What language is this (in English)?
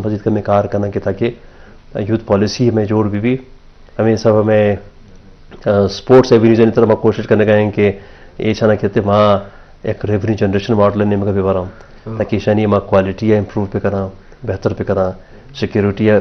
Baluchi